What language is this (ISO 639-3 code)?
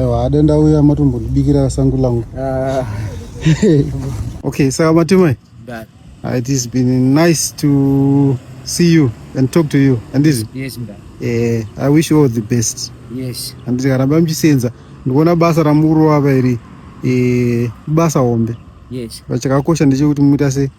sna